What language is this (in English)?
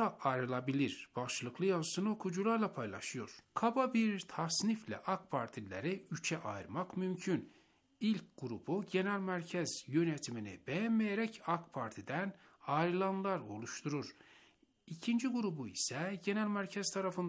Turkish